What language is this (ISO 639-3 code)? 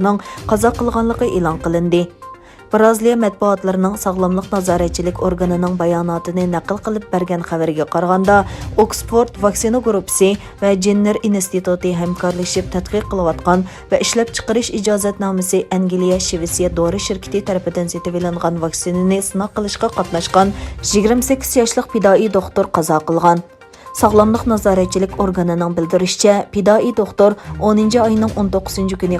uig